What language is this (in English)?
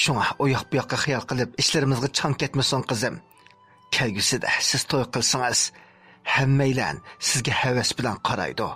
Uyghur